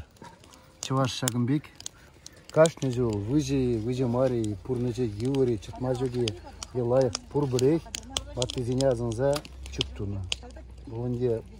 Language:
Chuvash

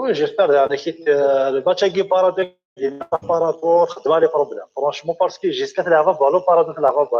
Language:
Kabyle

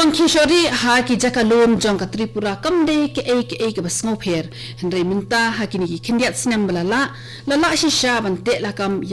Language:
Khasi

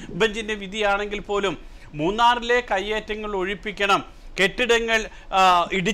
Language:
Malayalam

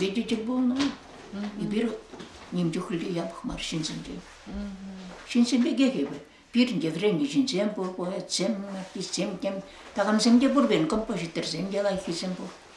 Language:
Chuvash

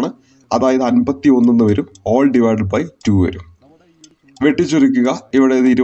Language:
Malayalam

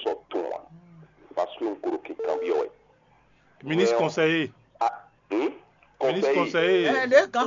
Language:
Fon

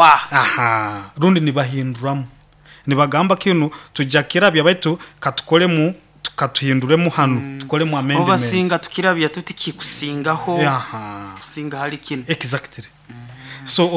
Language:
Nyoro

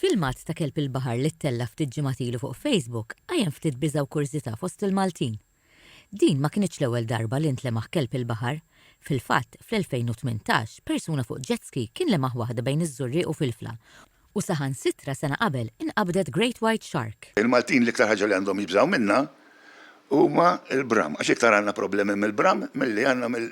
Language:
Maltese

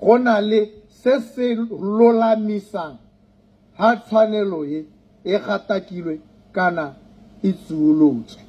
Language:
Tswana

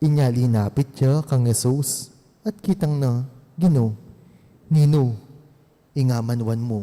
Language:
Pampanga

